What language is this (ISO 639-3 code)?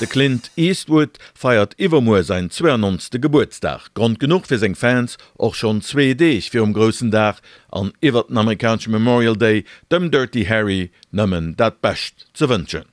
ltz